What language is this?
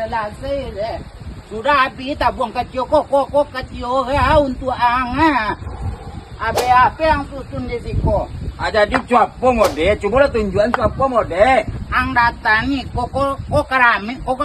Minangkabau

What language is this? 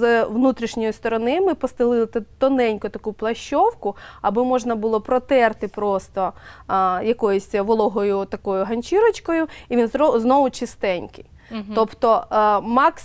Ukrainian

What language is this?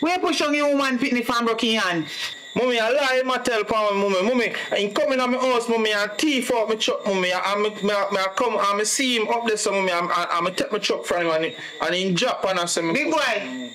Jamaican Creole English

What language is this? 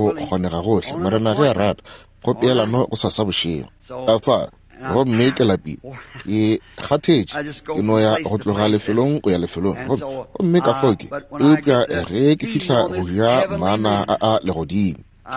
Northern Sotho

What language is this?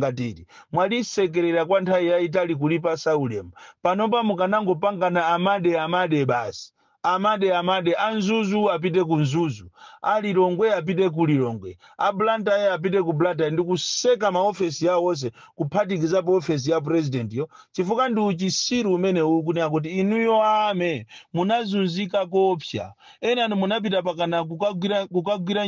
Nyanja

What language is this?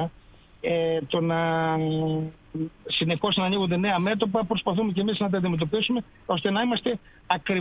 Greek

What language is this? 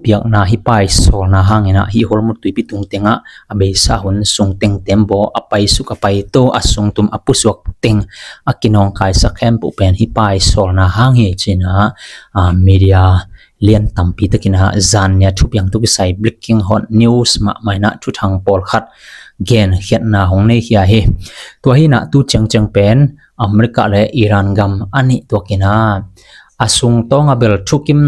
Tedim Chin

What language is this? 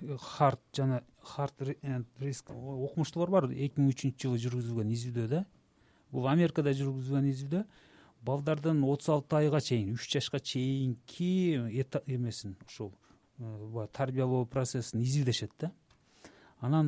Kyrgyz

